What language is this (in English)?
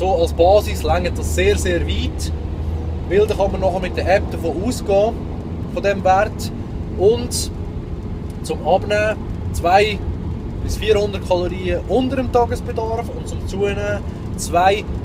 Swiss German